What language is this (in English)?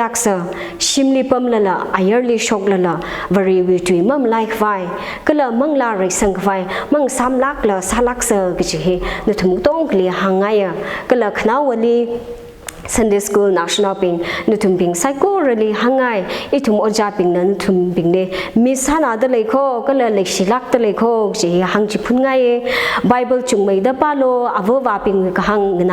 Tangkhul Naga (India)